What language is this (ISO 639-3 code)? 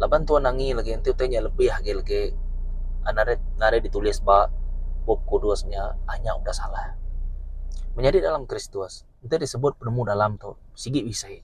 iba